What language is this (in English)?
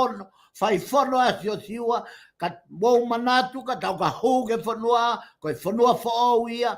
Tongan